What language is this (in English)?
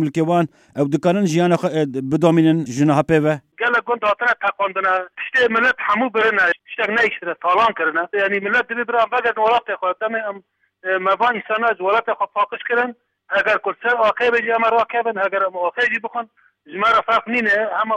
Kurdish